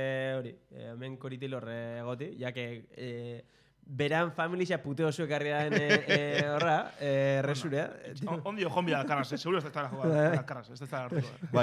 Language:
Basque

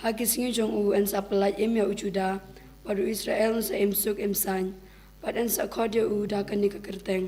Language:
Khasi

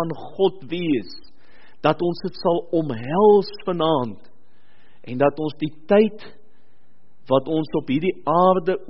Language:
Afrikaans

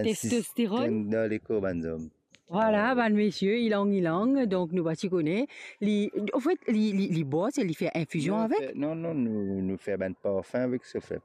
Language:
Morisyen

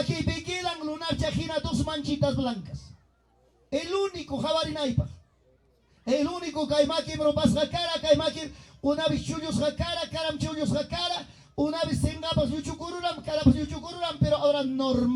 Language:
Ayacucho Quechua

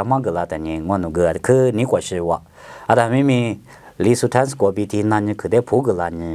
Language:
Lisu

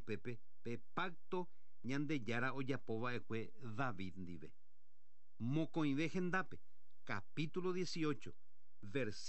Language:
Guarani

